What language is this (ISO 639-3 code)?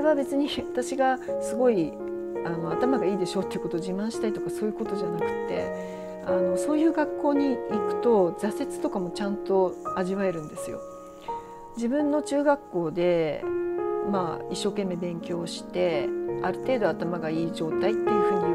jpn